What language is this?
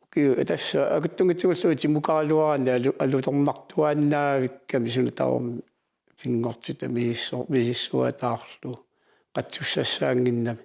Kalaallisut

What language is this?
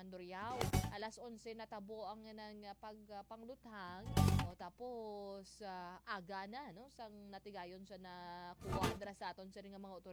Hiligaynon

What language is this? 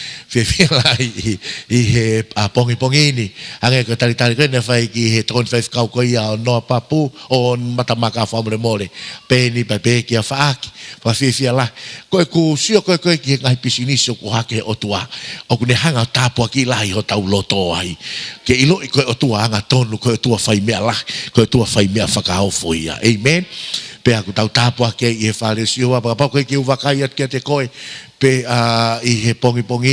Tongan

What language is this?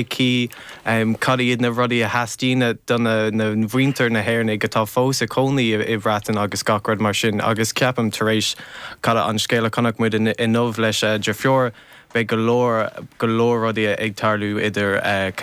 Irish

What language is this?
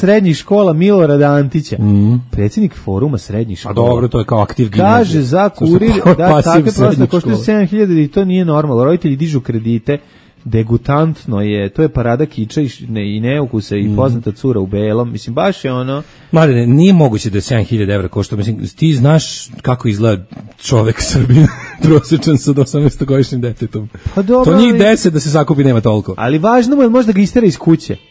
Serbian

